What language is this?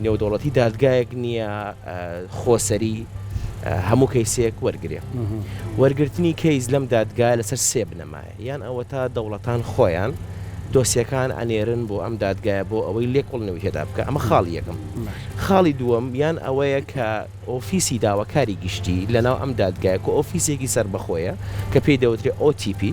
Central Kurdish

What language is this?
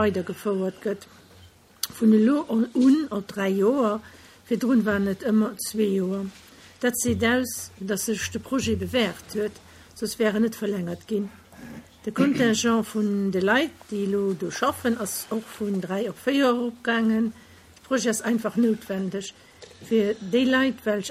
Luxembourgish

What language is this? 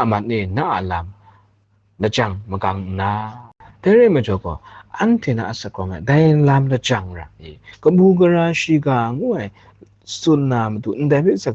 Kachin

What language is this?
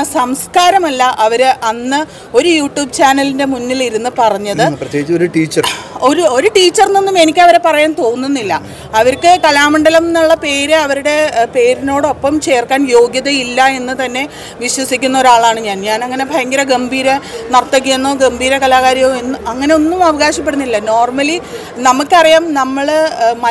Malayalam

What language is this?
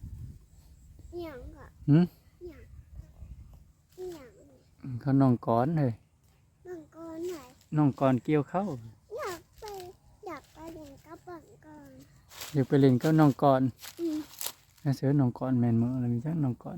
Northeastern Thai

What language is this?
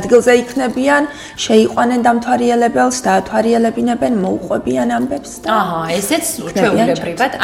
Georgian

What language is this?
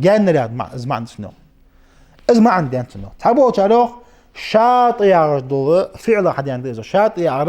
Ingush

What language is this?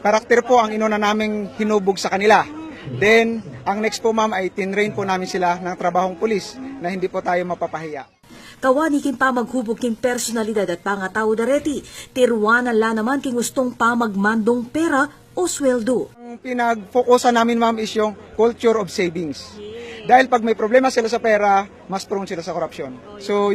Pampanga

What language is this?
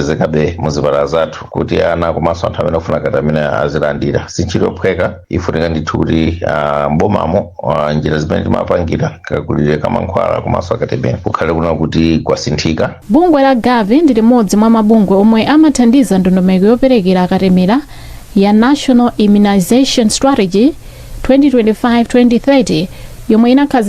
Nyanja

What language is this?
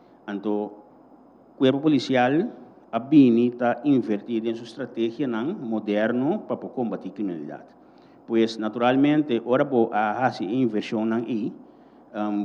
Papiamento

